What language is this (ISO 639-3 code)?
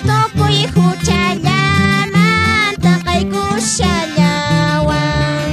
que